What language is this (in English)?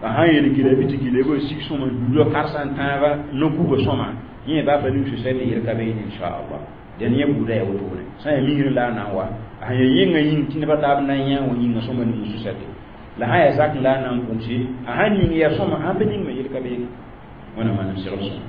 Mossi